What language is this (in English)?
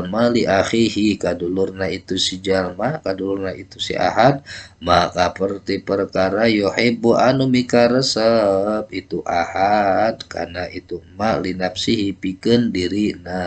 Sundanese